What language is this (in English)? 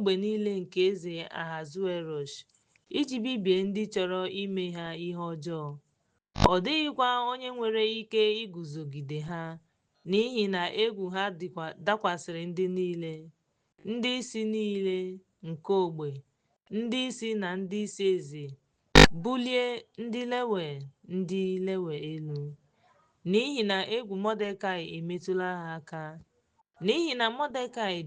Igbo